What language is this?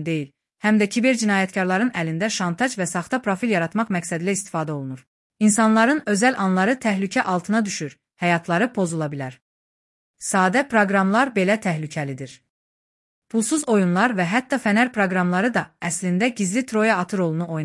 Azerbaijani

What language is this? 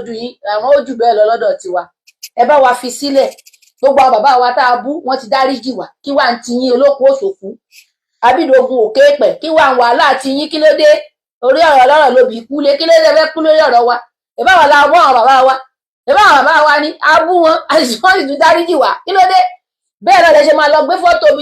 Yoruba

